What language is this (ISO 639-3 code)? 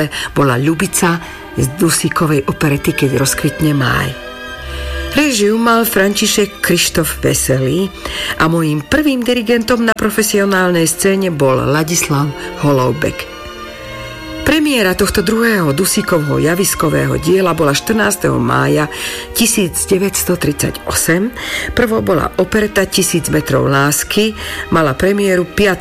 slk